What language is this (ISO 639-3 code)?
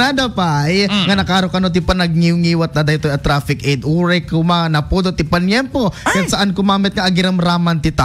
ilo